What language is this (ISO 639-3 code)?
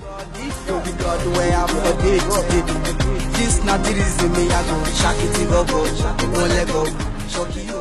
pcm